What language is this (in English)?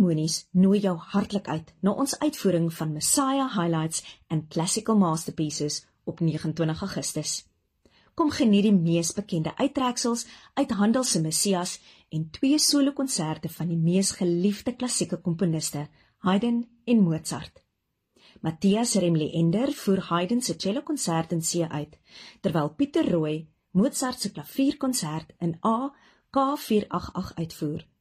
Afrikaans